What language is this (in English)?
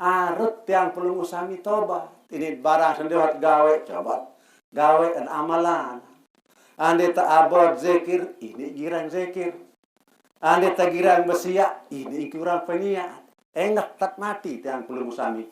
Sasak